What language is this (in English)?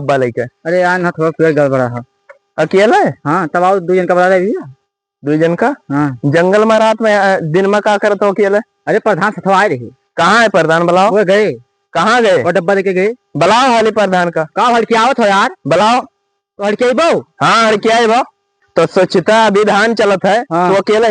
Awadhi